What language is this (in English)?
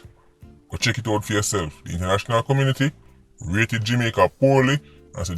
Jamaican Creole English